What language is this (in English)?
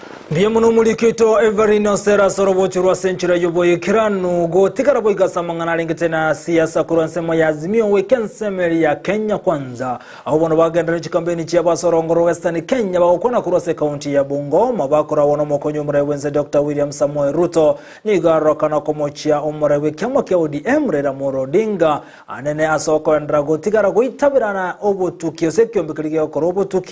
Gusii